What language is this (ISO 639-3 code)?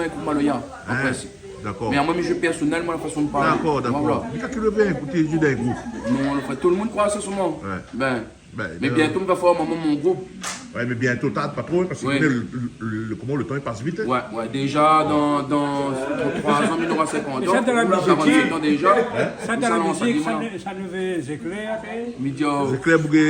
rcf